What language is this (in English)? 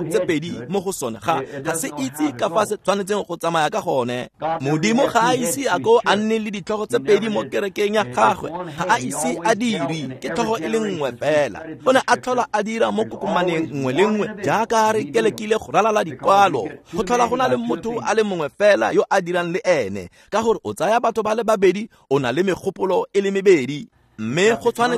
Tswana